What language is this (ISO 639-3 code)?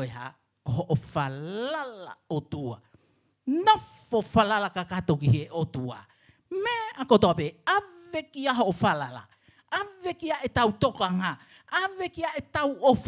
ton